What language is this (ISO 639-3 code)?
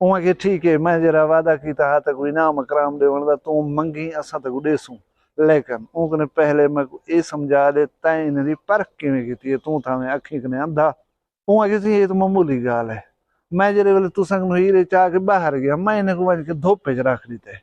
skr